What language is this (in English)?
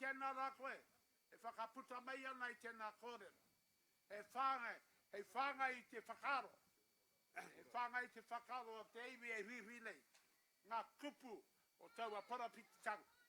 Māori